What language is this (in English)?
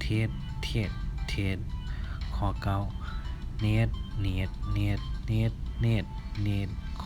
Shan